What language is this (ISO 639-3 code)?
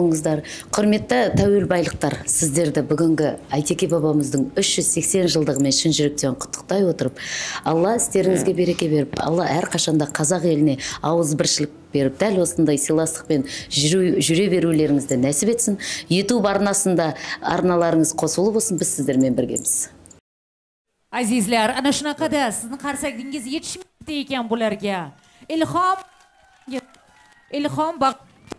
kaz